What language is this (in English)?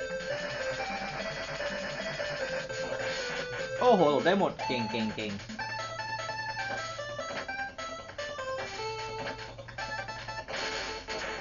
Thai